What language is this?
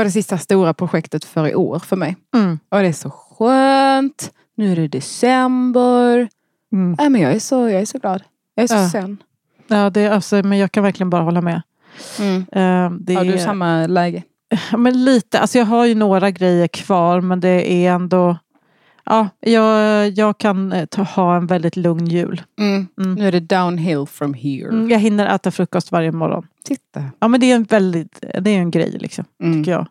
Swedish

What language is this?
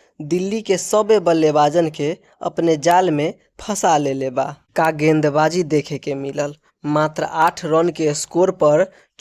Bhojpuri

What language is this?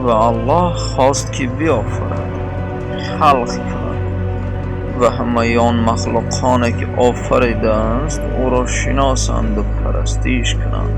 Tajik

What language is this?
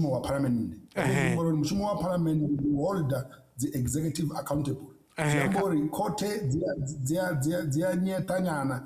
Venda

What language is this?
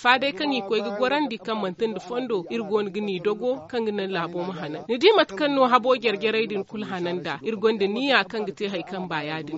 Zarma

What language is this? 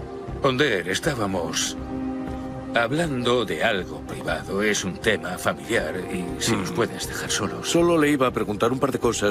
Spanish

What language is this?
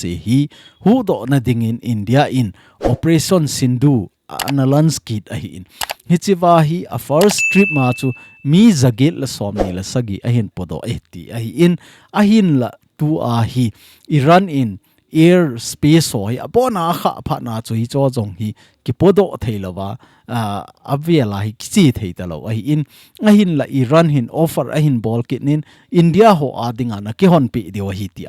Thado Chin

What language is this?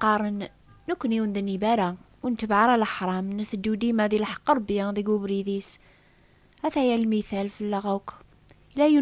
Kabyle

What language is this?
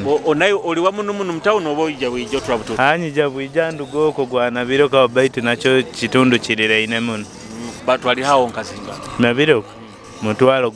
Nyoro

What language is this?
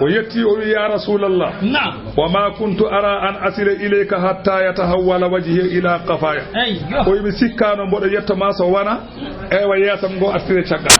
Fula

